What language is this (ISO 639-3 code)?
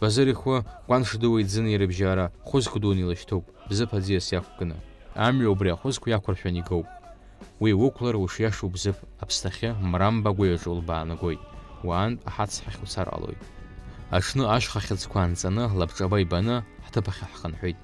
abk